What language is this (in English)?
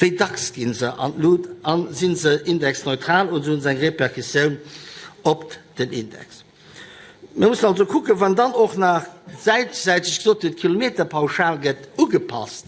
Luxembourgish